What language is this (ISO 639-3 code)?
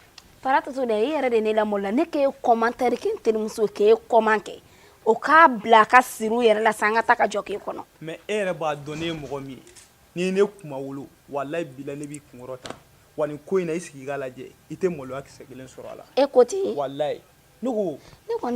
bam